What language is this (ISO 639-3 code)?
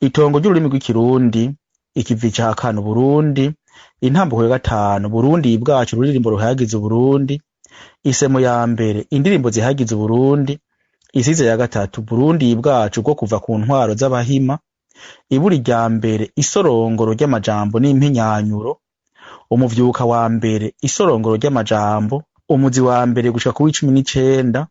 run